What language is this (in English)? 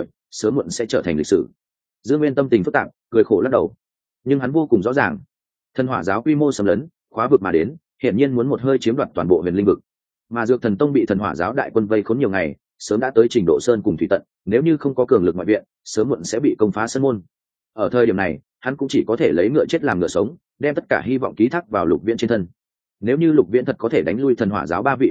Vietnamese